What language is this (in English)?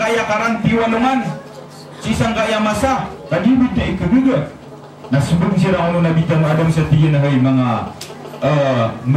Maranao